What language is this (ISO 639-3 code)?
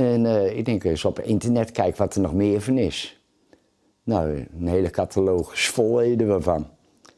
fry